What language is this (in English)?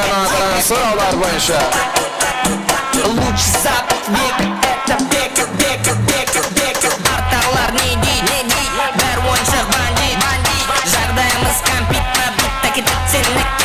Kara-Kalpak